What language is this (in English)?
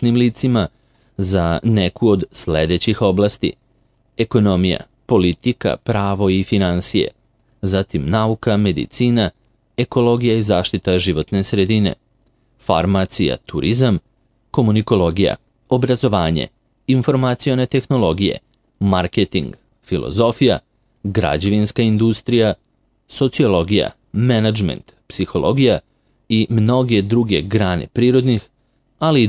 Serbian